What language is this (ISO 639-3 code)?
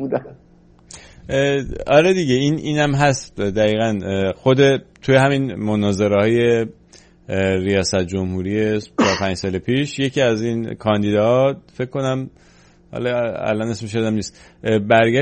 fas